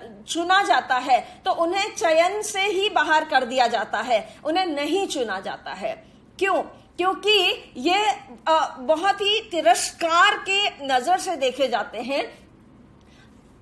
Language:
Hindi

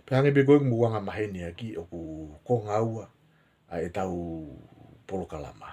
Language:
Tongan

